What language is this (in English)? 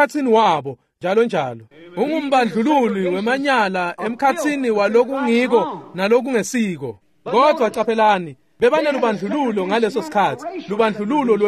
Swati